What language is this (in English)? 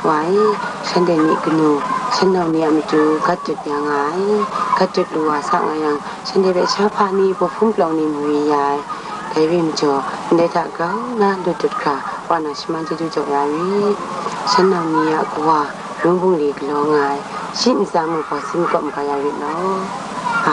Kachin